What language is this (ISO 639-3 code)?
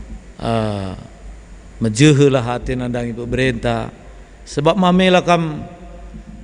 btx